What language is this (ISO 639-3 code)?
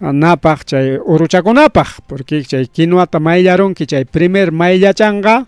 quy